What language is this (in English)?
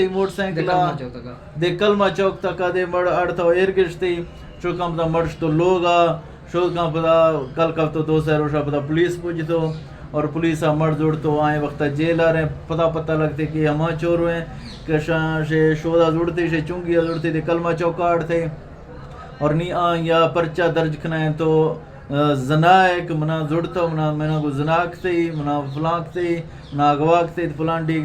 Eastern Balochi